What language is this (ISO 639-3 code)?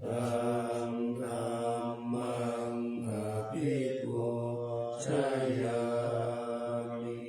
pli